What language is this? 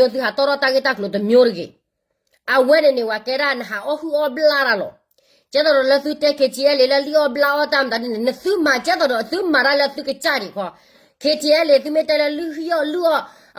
S'gaw Karen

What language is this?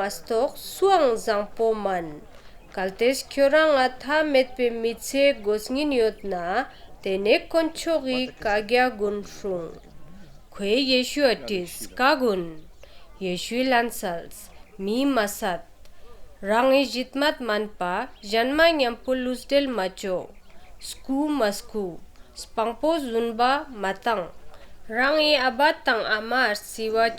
Ladakhi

